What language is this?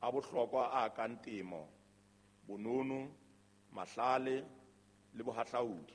Southern Sotho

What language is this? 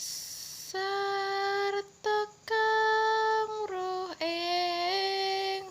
Javanese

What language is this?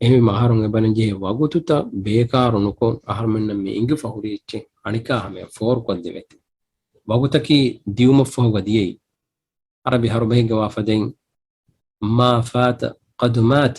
Divehi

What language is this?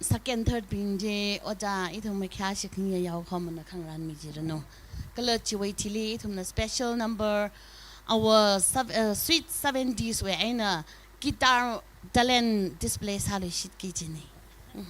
Tangkhul Naga (India)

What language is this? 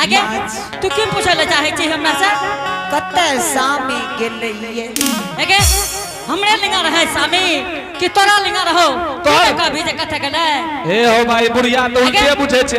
Angika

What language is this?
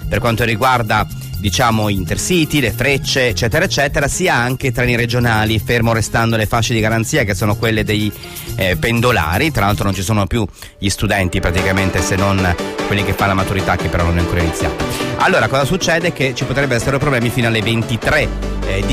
Italian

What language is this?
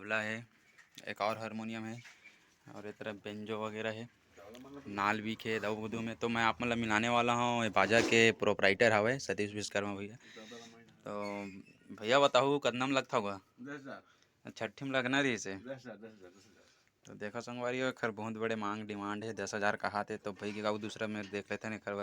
Chhattisgarhi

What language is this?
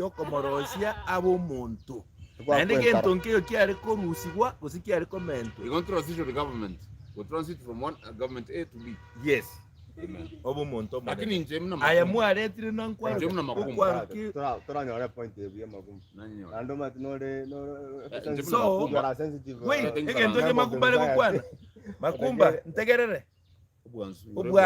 Gusii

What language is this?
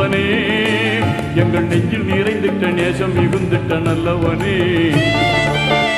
Tamil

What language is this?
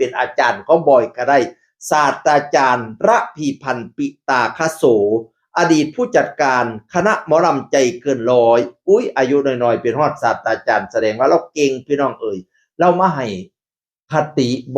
Northeastern Thai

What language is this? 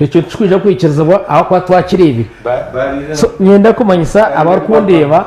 Nyankole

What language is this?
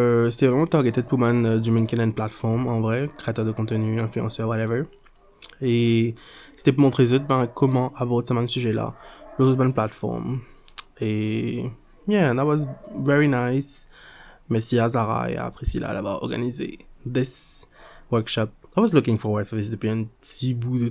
Morisyen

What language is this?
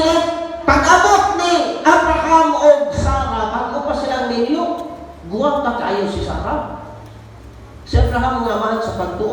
Cebuano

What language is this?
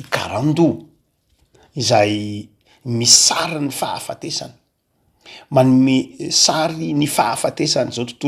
Malagasy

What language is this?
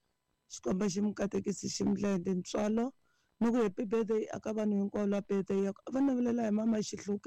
Tsonga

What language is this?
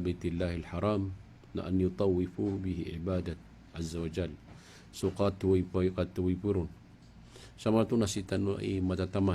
Maranao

